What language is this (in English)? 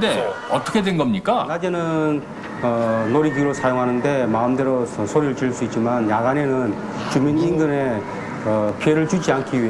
Korean